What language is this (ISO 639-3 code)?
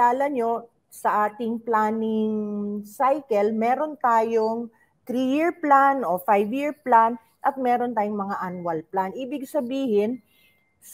fil